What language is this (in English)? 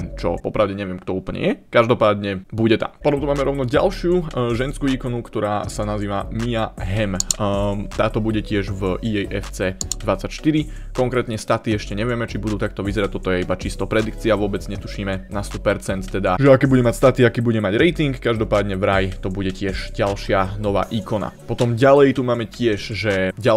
Slovak